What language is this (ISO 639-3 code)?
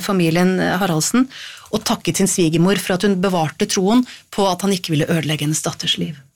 nor